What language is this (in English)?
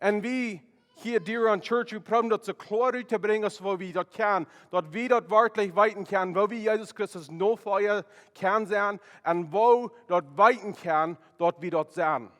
Plautdietsch